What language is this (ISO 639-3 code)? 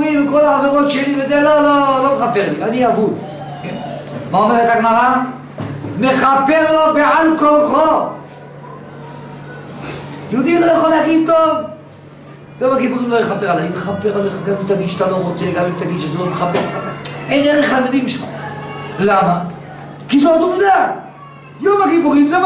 heb